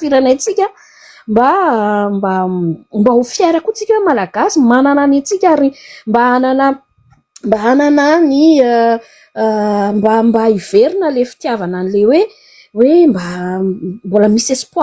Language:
Malagasy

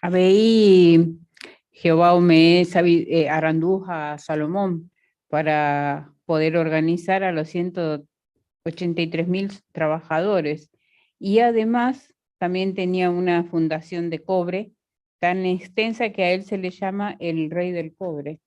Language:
Guarani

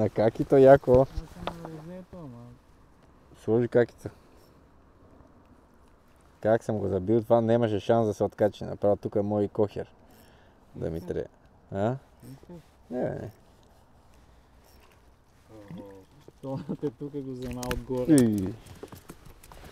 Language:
Bulgarian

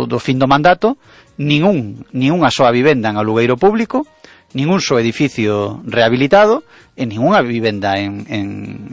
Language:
Galician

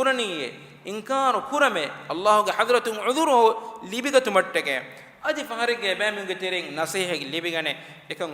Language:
Divehi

